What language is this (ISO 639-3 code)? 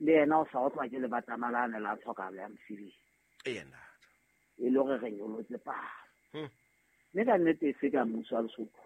sot